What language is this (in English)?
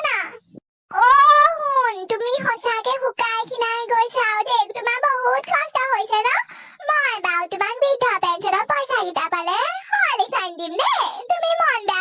Assamese